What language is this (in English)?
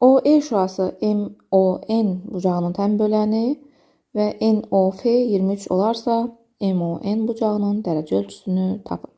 Azerbaijani